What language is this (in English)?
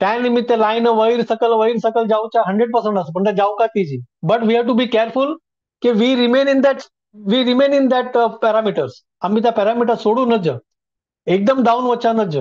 Konkani